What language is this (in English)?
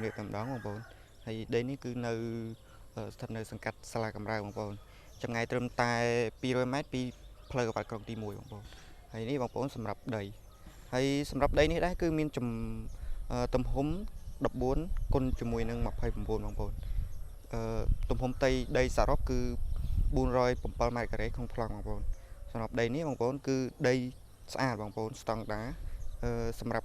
Khmer